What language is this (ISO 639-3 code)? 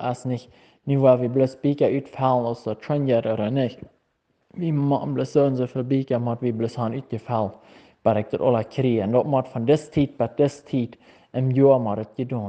pdt